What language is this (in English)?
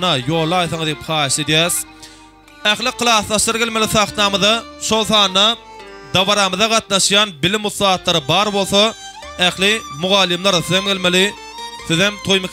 Turkmen